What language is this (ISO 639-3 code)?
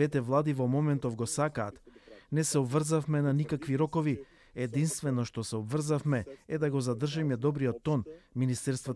mkd